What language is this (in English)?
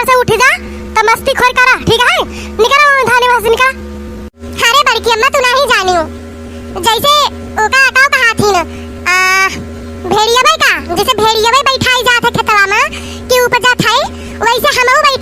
Awadhi